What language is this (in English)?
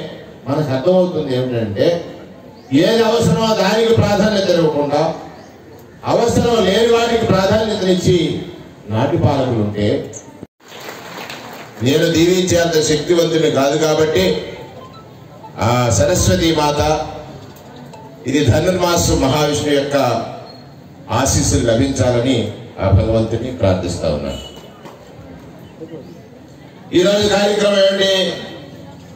Telugu